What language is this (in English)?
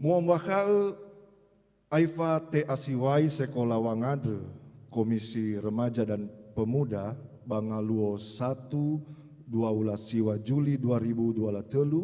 Nias